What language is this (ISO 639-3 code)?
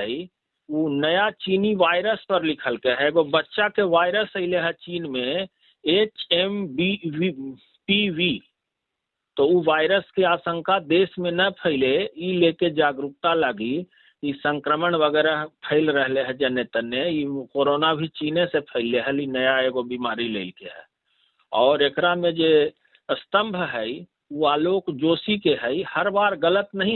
mag